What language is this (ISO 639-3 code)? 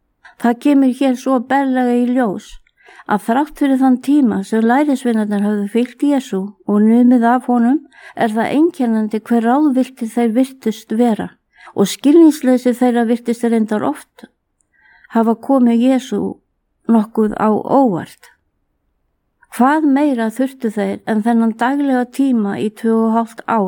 isl